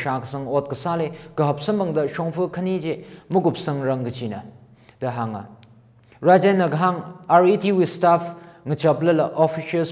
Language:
Tangkhul Naga (India)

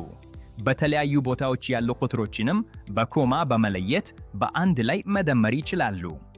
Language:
Amharic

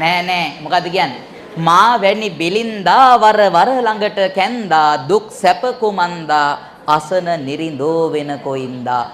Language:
Sinhala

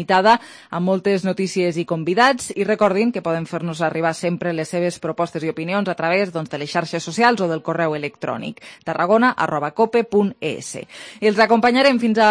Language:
Catalan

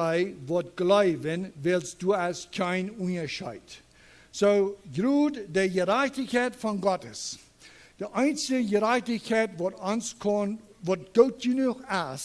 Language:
Plautdietsch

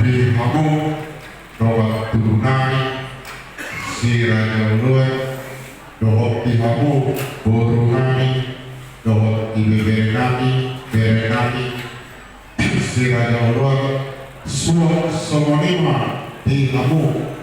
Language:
Batak Toba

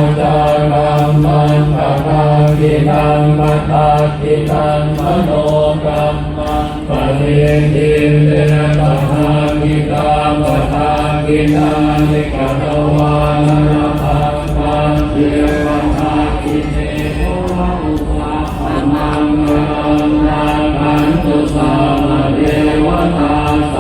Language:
Pali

